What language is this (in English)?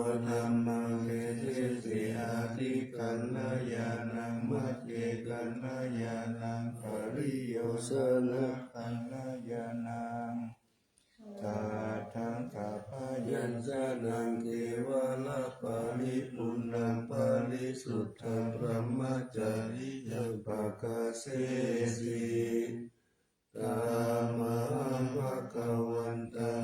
Pali